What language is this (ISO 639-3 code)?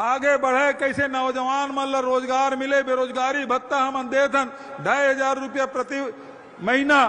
hne